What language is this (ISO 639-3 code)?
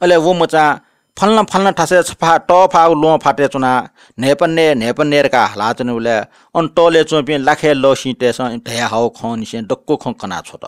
new